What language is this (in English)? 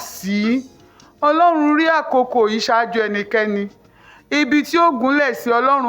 Yoruba